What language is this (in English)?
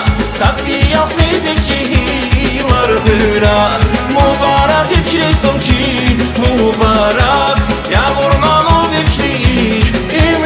Tabassaran